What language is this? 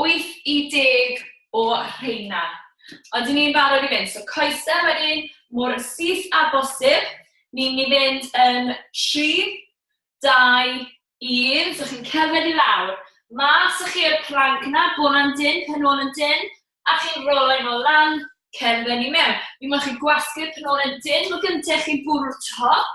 Welsh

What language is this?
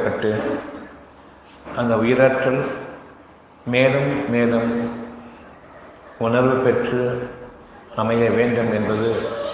Tamil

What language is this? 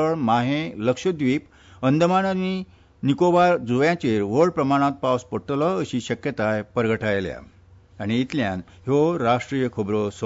Konkani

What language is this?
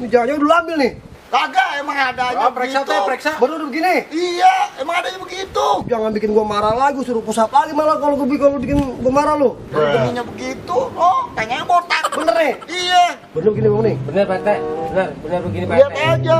Betawi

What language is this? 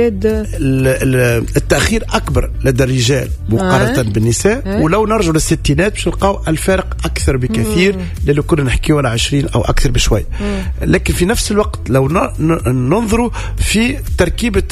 Tunisian Arabic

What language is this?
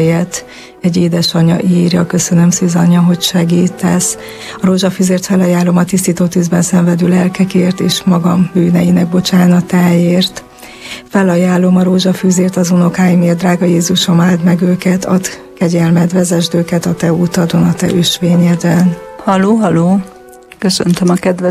Hungarian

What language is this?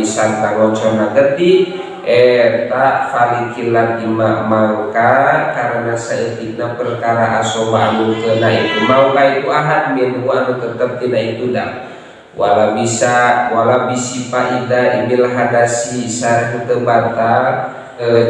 Sundanese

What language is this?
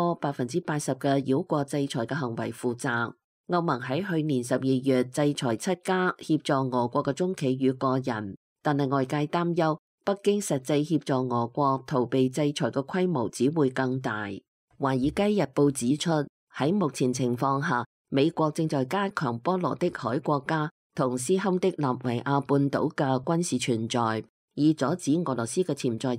Cantonese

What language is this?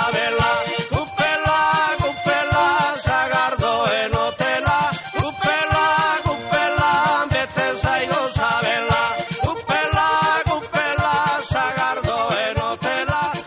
Basque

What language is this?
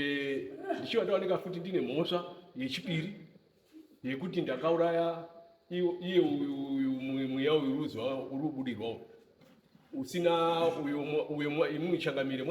Shona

